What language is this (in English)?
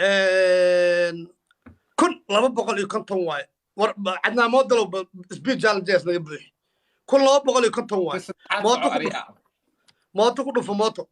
Somali